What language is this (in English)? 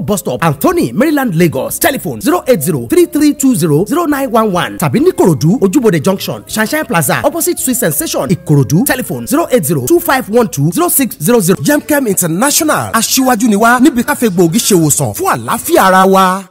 Yoruba